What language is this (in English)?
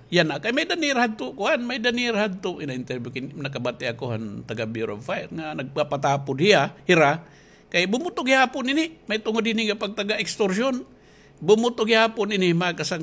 Waray